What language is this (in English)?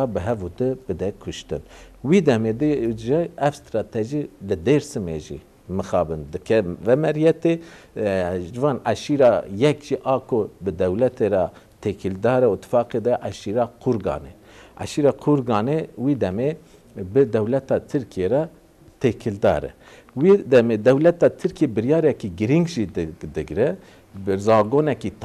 Kurdish